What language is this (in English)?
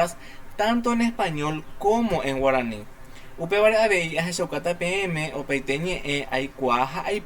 Guarani